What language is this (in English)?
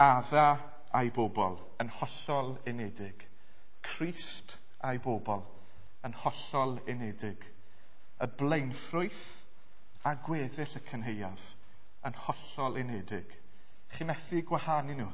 Welsh